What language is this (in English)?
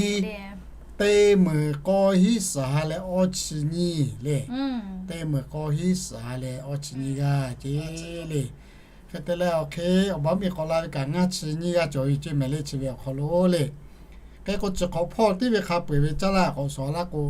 Lahu